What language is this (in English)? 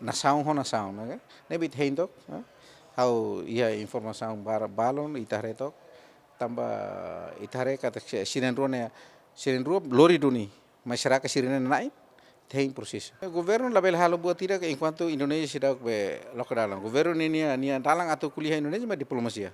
Tetum